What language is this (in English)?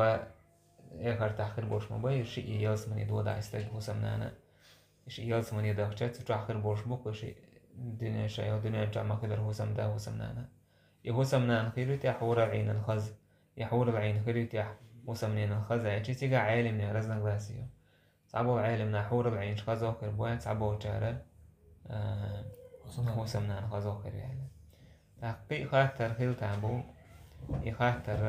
Chechen